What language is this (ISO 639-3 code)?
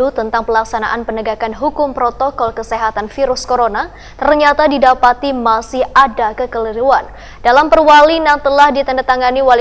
bjn